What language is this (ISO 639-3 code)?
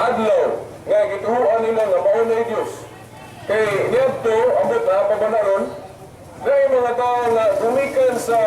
ceb